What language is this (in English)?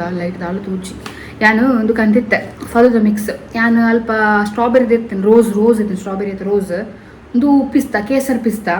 Tulu